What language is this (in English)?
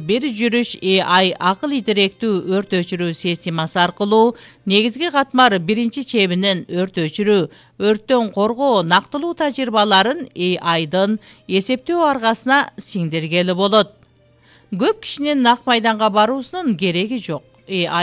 Kyrgyz